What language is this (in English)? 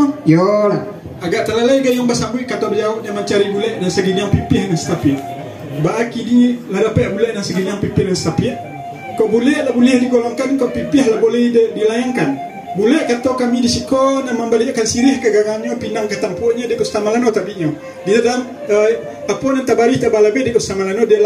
Minangkabau